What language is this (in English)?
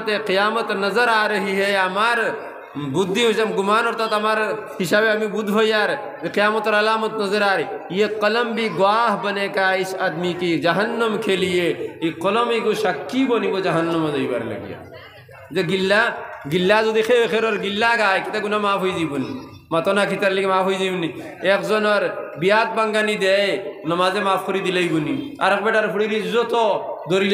Sylheti